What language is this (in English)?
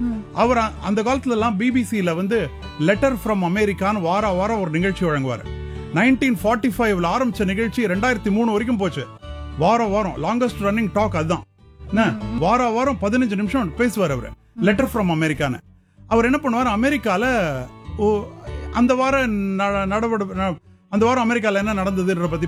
Tamil